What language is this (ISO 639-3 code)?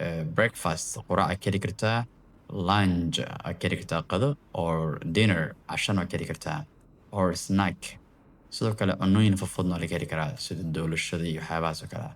som